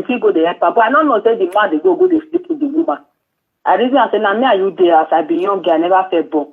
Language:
Nigerian Pidgin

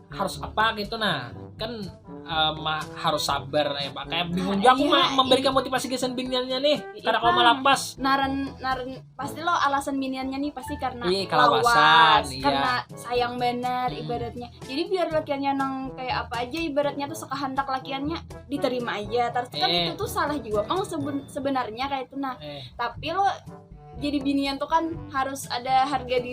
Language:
Banjar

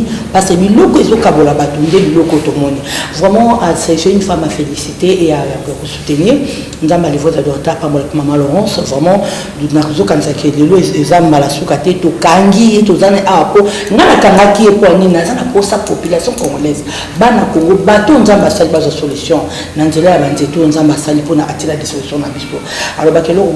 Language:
Lingala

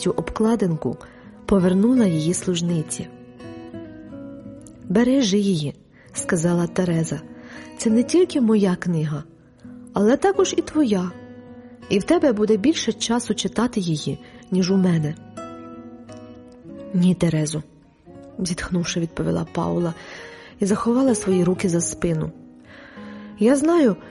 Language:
Ukrainian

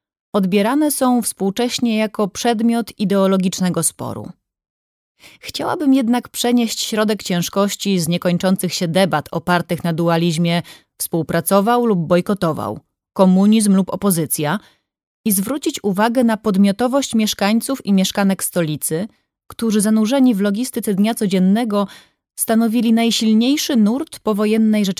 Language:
Polish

